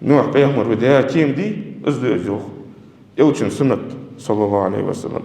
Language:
Ingush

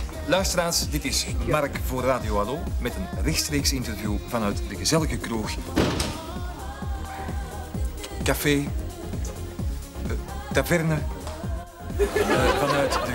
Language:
Dutch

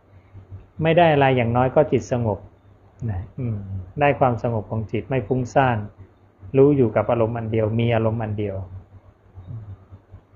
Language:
Thai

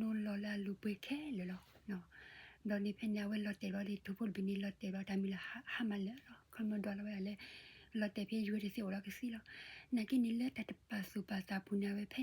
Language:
S'gaw Karen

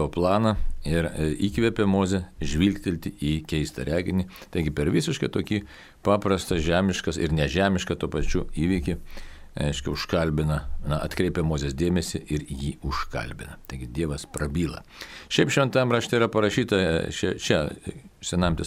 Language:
Lithuanian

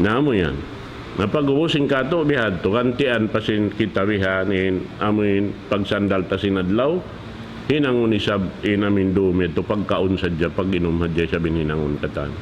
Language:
Tausug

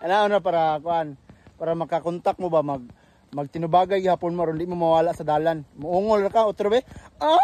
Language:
Cebuano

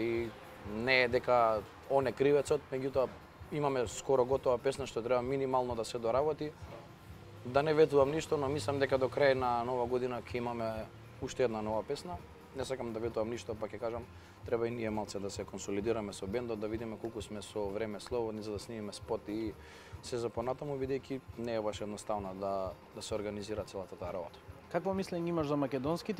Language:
Macedonian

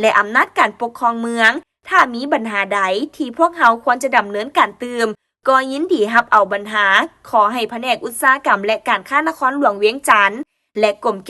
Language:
Lao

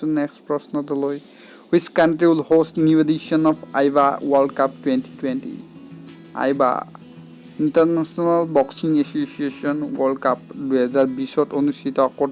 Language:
Assamese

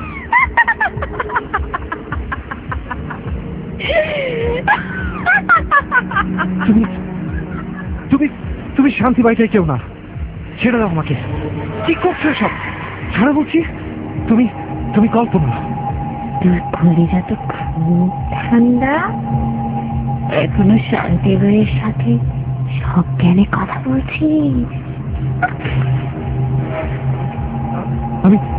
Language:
Bangla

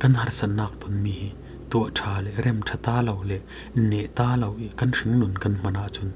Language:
Falam Chin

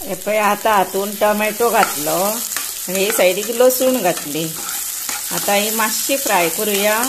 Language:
Konkani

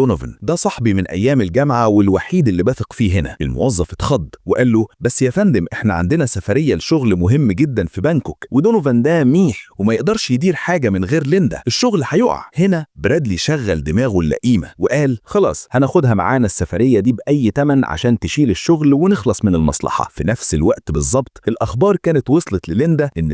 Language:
Egyptian Arabic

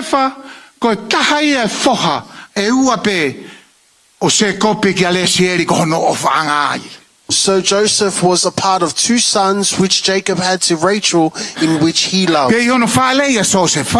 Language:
Tongan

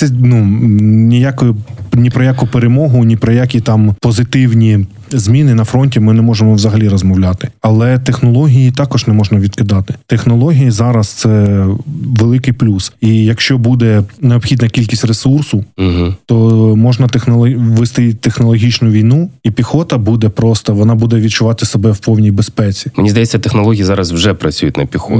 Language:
Ukrainian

